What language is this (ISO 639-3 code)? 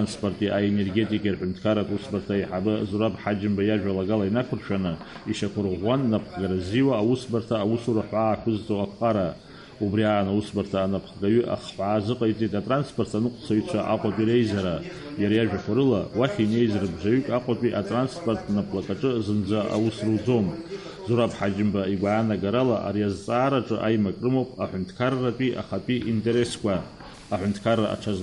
abk